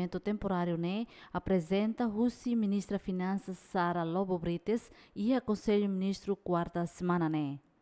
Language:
Tetum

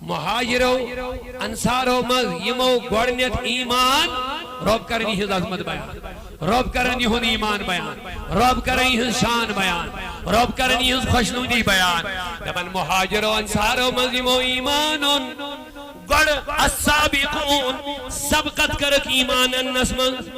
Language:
Kashmiri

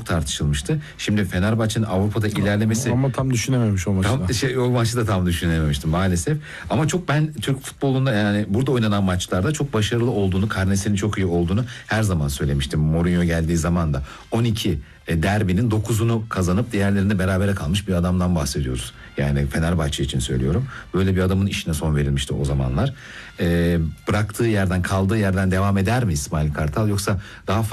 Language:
Turkish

